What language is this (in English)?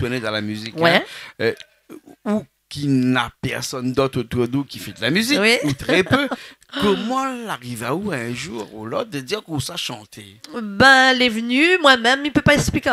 Réunion Creole French